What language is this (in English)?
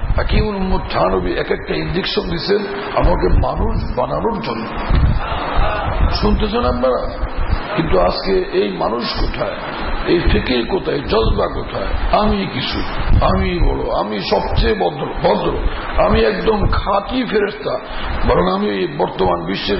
Bangla